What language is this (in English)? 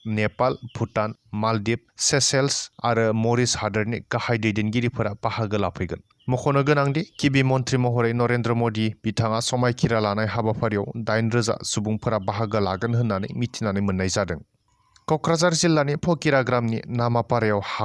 Bodo